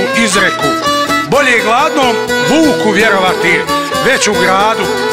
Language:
Croatian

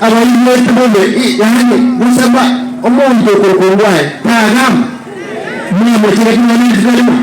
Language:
Gusii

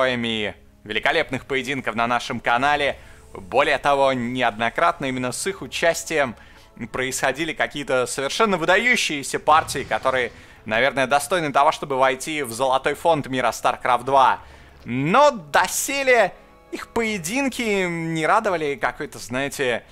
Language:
Russian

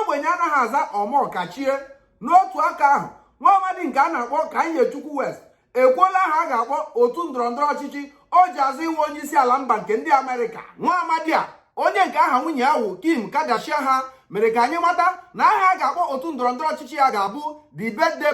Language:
Igbo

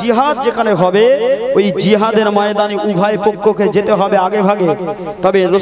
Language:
Bangla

